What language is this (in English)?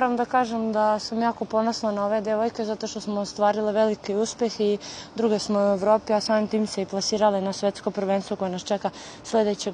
Serbian